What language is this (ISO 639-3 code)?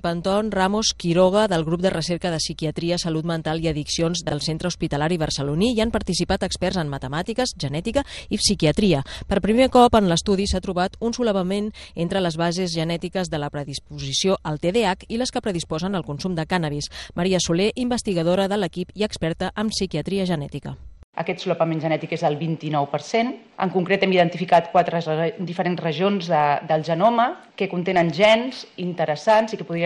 cat